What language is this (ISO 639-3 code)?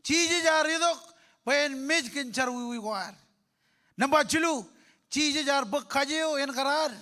mah